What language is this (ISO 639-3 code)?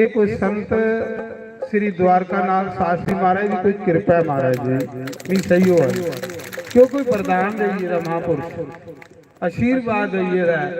doi